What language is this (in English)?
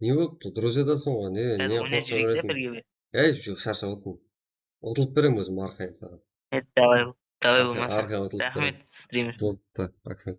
Kara-Kalpak